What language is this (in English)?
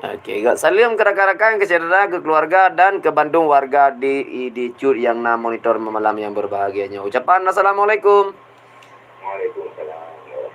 Achinese